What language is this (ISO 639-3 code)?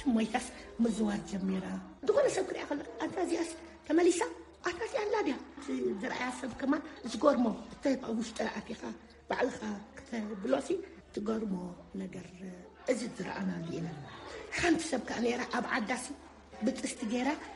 tir